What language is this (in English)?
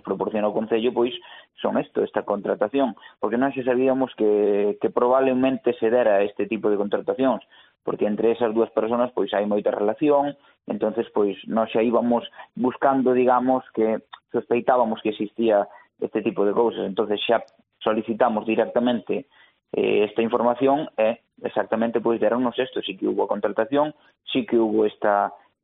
Galician